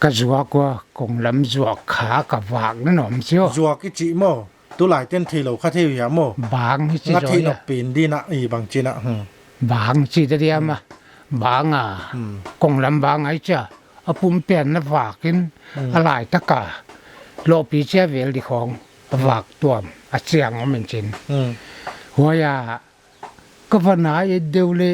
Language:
Paite Chin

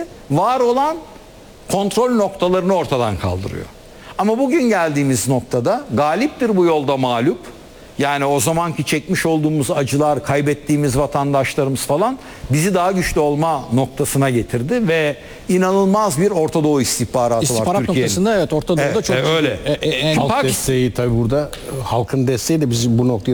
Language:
Turkish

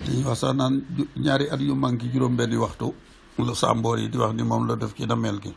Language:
Wolof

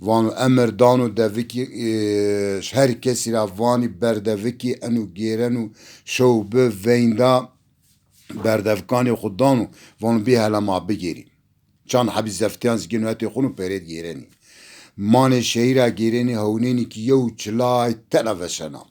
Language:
Zaza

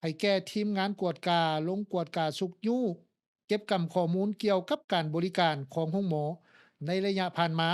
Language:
Lao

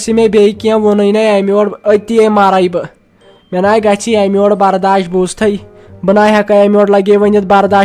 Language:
Kashmiri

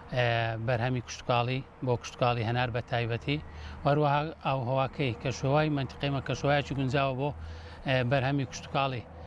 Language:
Central Kurdish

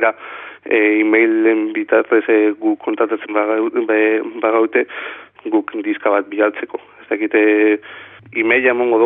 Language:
Basque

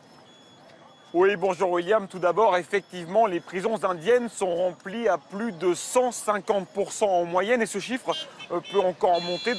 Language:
French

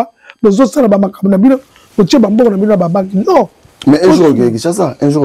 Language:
Lingala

